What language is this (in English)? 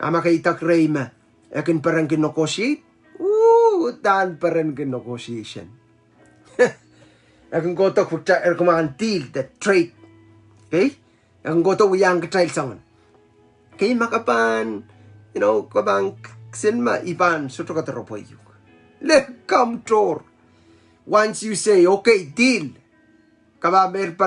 Pohnpeian